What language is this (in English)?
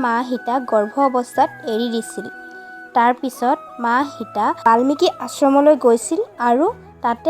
Assamese